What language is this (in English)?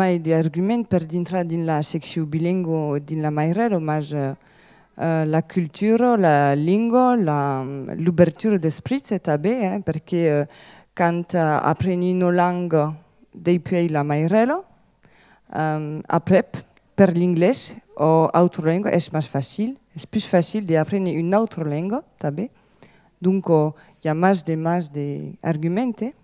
Occitan